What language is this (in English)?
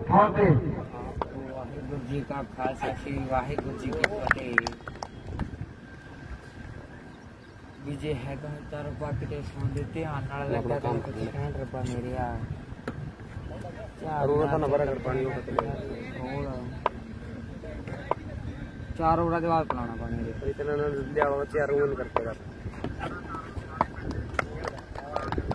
Punjabi